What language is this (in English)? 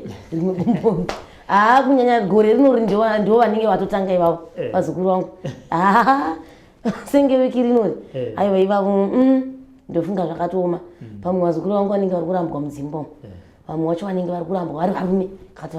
Shona